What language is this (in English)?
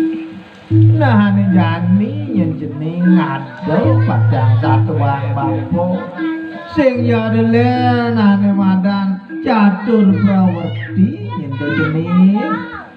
Balinese